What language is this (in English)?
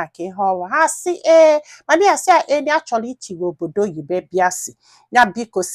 Igbo